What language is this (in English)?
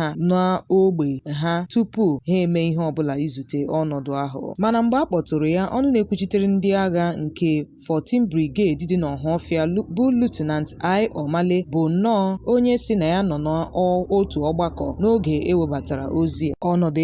Igbo